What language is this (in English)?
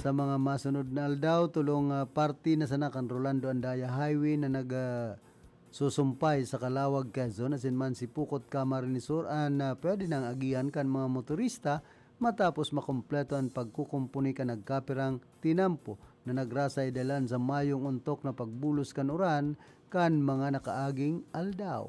Bikol